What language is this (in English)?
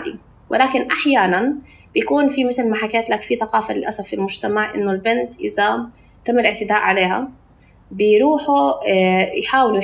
North Levantine Arabic